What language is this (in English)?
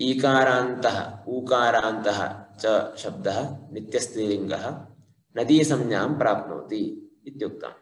Sanskrit